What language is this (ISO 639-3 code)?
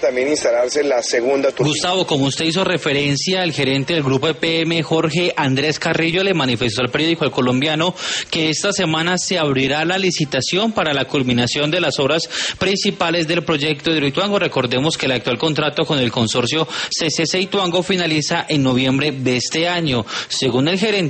spa